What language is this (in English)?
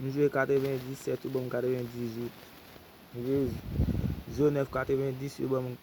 Haitian Creole